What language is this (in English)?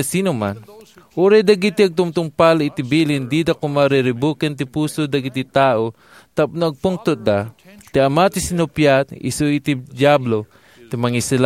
Iloko